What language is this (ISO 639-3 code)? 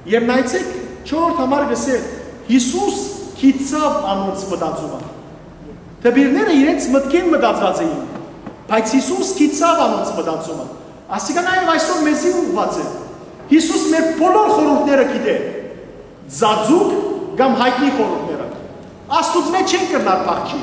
hyw